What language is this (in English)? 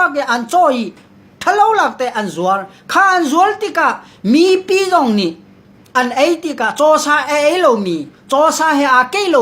Hakha Chin